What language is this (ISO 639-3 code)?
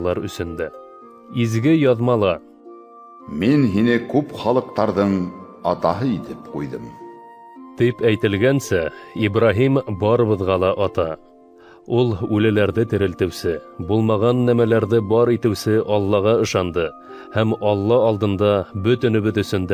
bak